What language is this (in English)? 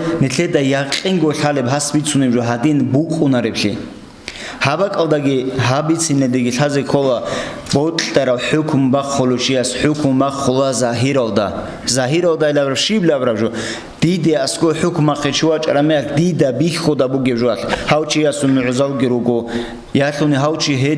Avaric